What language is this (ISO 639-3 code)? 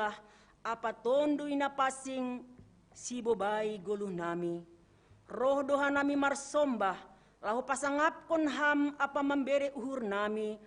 bts